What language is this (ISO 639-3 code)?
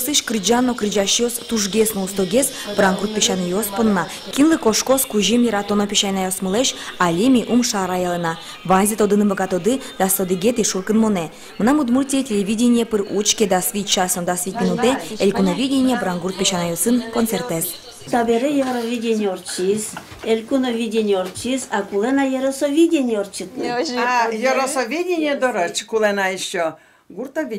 udm